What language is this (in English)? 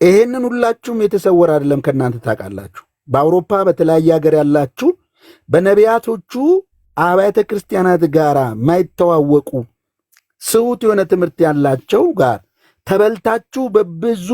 Amharic